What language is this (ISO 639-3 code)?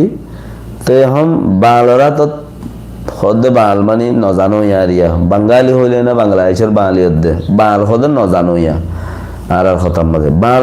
rhg